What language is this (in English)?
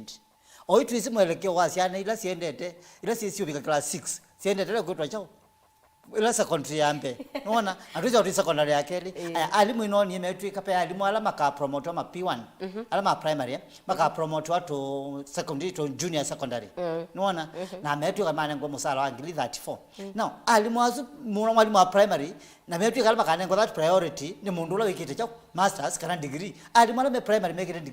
Kamba